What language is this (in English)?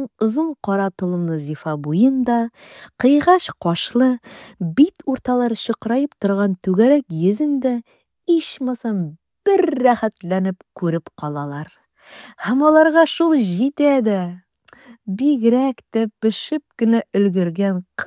Tatar